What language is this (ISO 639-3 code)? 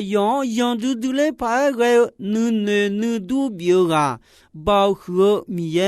ahk